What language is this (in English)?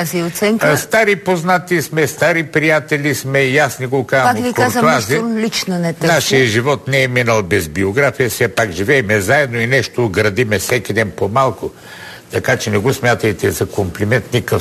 Bulgarian